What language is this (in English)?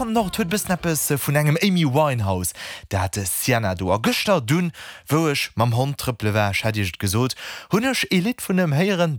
Luxembourgish